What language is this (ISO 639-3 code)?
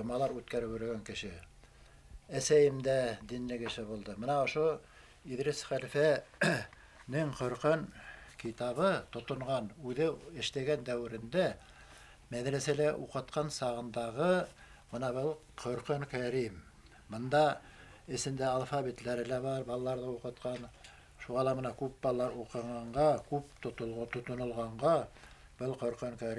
bak